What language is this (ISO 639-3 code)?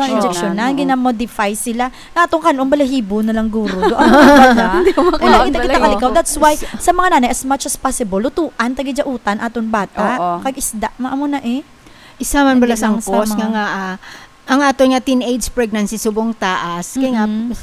hil